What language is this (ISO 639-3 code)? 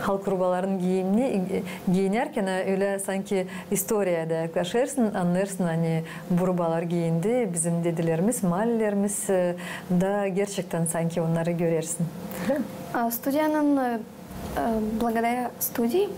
gag